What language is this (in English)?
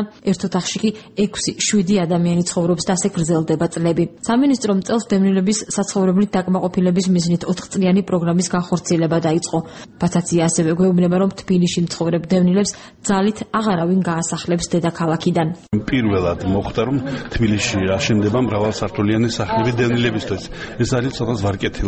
Georgian